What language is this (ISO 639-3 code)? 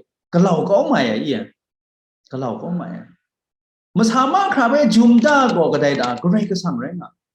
kac